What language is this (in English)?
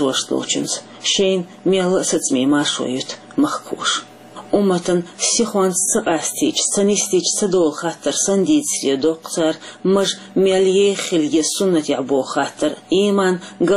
Chechen